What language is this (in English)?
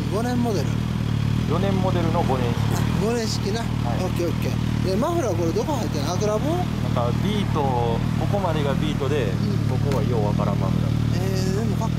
Japanese